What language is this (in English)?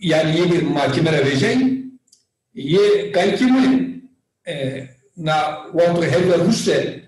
Zaza